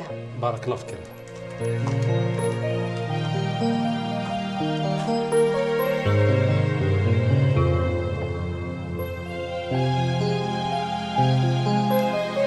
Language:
Moroccan Arabic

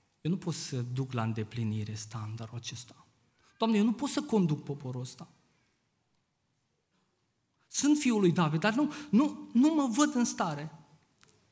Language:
Romanian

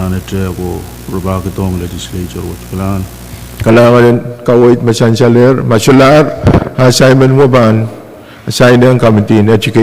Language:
Pohnpeian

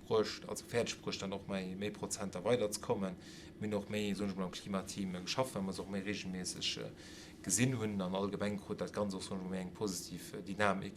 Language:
Luxembourgish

